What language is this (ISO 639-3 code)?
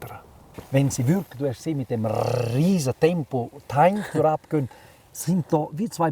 gsw